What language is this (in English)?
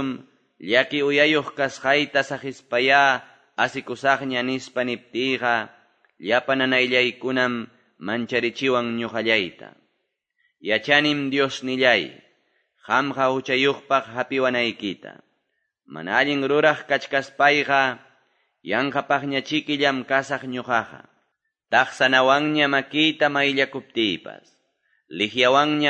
Quechua